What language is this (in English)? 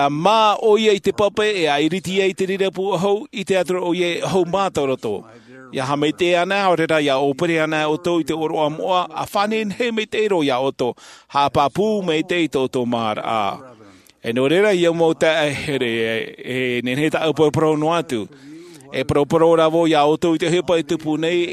Tahitian